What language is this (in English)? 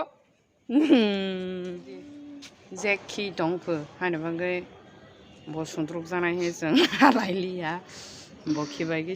Kok Borok